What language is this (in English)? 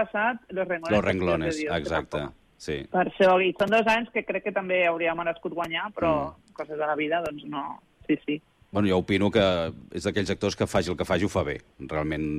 Catalan